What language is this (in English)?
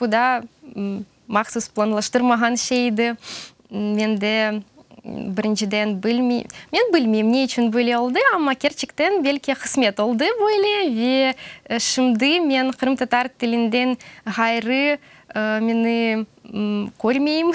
Crimean Tatar